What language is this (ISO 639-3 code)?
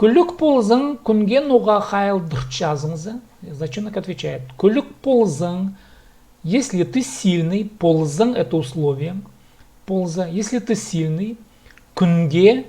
kjh